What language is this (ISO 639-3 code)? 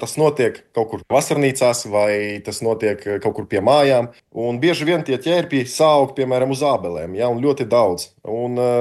lav